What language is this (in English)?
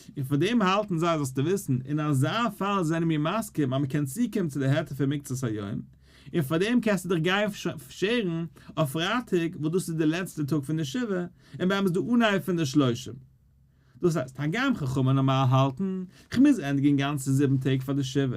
Yiddish